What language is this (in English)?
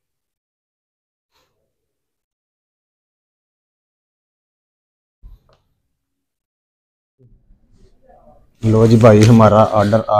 Hindi